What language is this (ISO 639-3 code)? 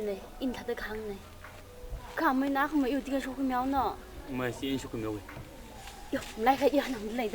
nmf